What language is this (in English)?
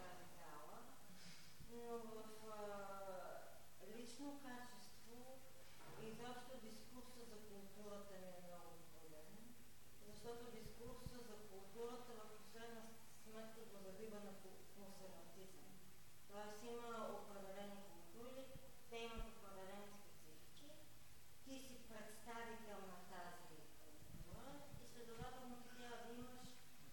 Bulgarian